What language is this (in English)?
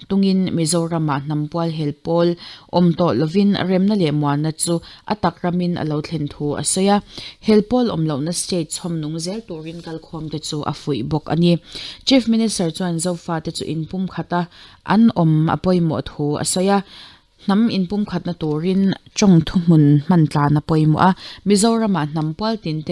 Mizo